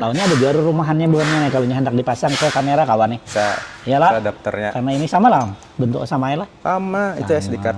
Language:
Banjar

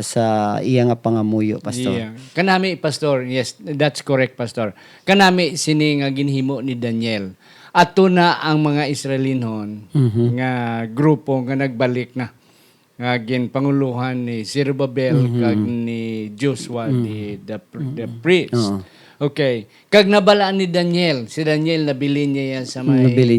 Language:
Hiligaynon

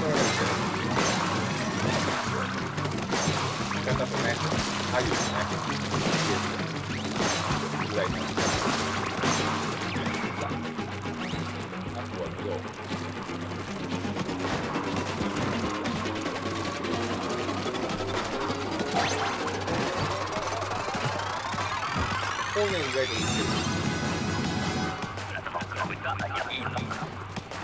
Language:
Japanese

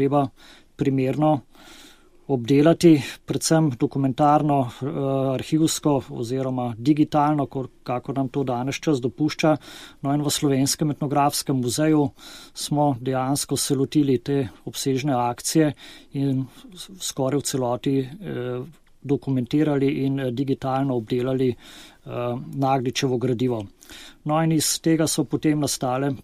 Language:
Slovenian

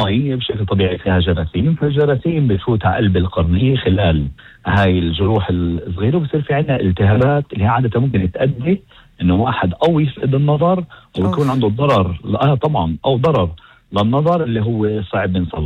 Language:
North Levantine Arabic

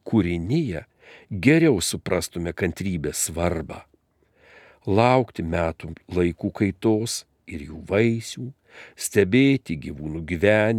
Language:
Lithuanian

